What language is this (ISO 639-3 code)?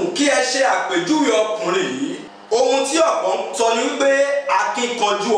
yor